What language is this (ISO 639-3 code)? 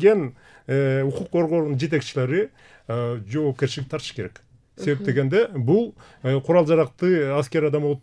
kir